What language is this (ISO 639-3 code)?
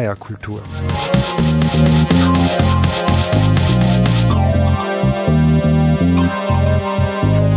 deu